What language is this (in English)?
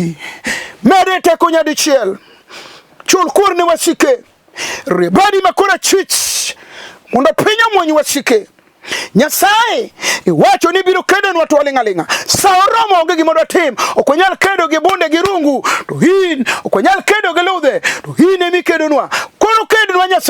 Luo (Kenya and Tanzania)